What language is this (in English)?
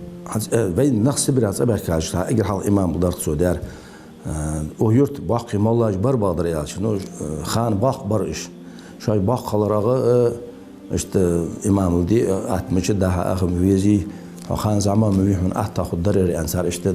Ingush